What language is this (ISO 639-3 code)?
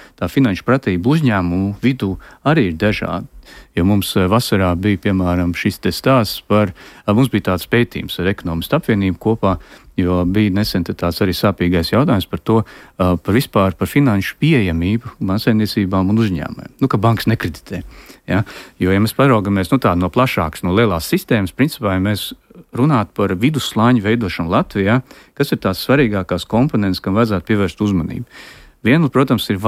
lav